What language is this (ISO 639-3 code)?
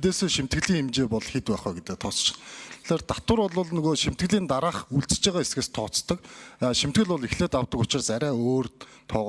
mon